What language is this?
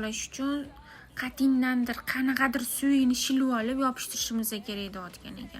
Uzbek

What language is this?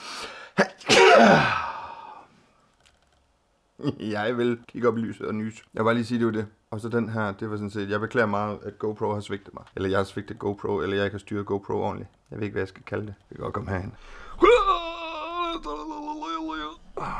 Danish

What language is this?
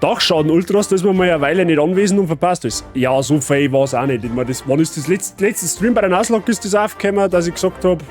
Bavarian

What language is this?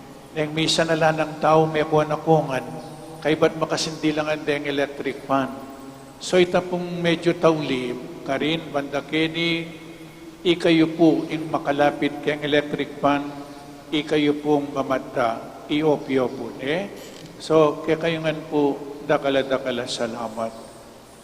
Pampanga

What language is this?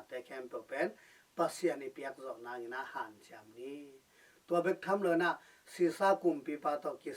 Tedim Chin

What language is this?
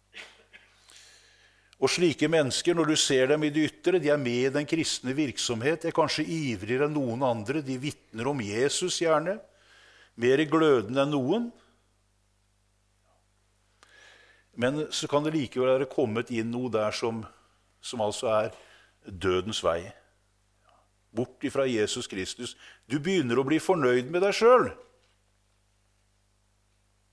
Norwegian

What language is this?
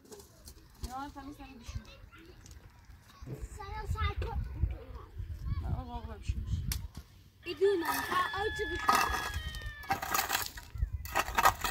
Persian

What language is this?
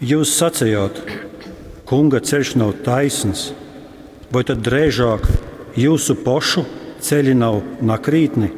Latgalian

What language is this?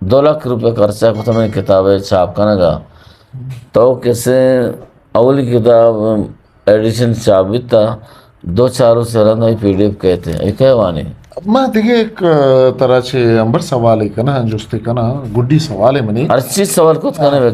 Eastern Balochi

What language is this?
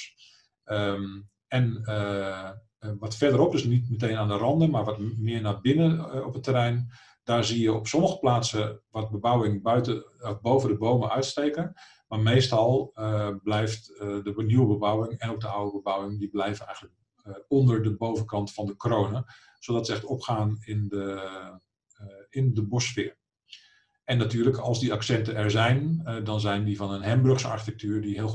Dutch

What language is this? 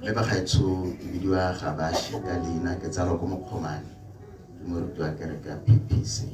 Tswana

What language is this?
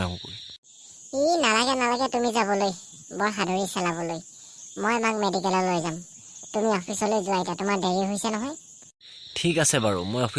Assamese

